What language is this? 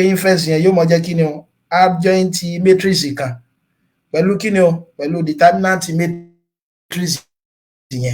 Yoruba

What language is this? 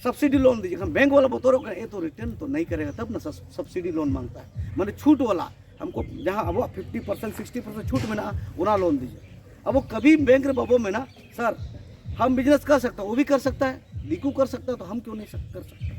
Santali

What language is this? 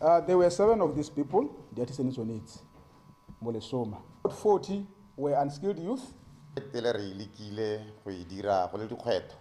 Tswana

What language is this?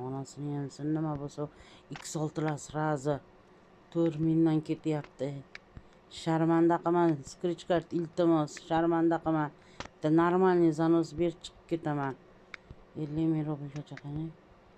Uzbek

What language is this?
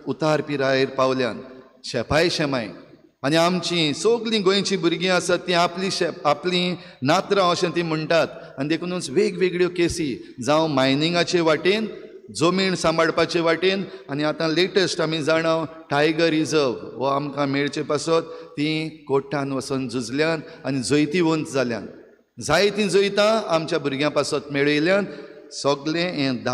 Konkani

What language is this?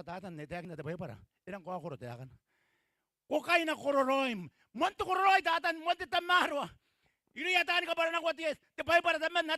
Gilbertese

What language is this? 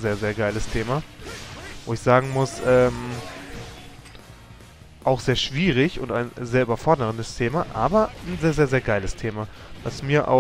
German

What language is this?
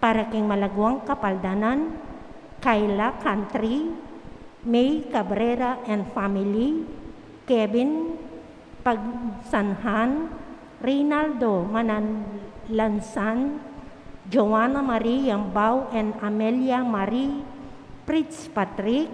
Pampanga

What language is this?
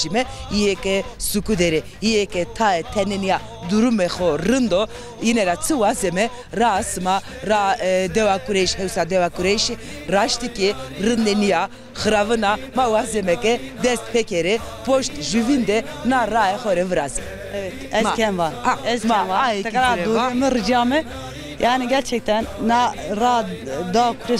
Zaza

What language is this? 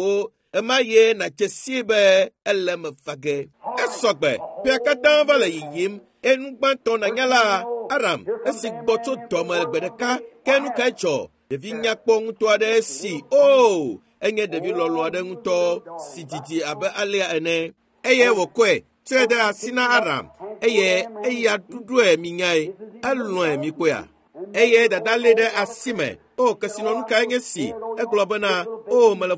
Ewe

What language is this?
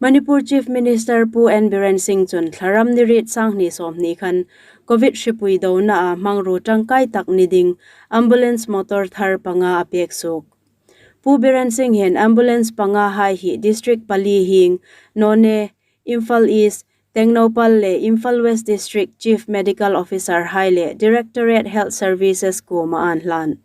Hmar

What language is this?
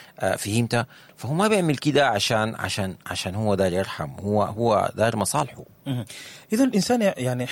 Sudanese Arabic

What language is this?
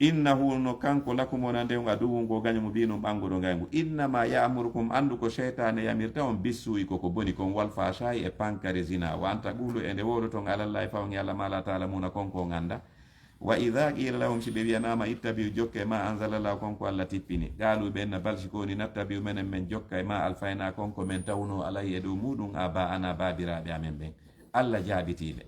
Fula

